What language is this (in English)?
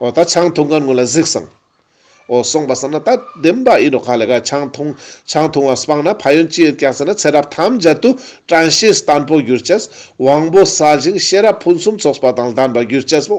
Ladakhi